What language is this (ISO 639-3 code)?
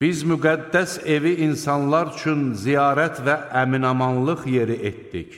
aze